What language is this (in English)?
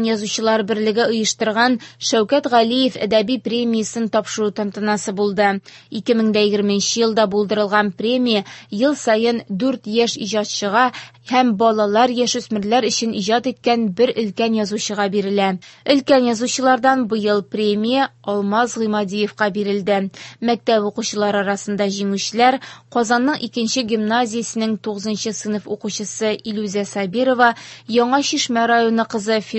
Tatar